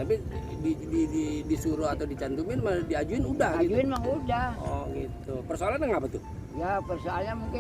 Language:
Betawi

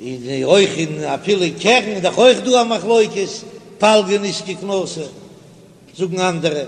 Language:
Yiddish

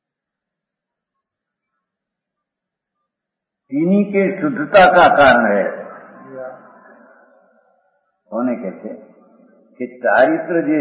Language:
Gujarati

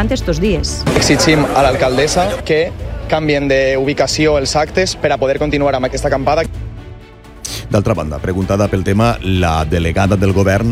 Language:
Catalan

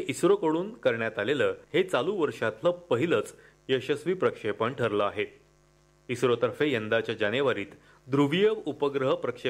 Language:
Marathi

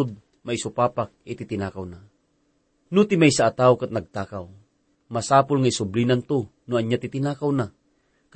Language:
Iloko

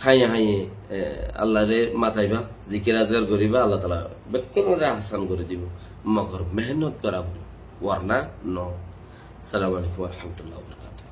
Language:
Rohingya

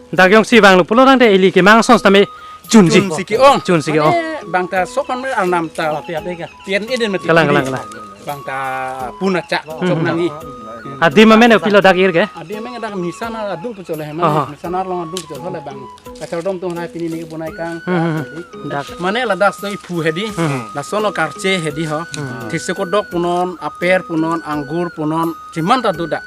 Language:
Karbi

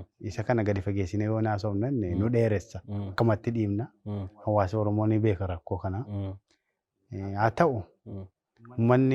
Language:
Oromo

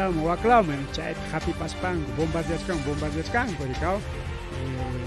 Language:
Ayacucho Quechua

